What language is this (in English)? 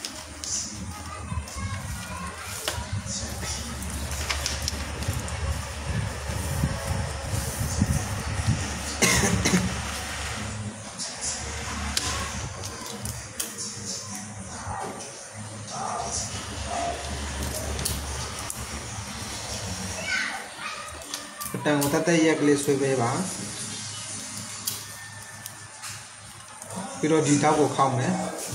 Burmese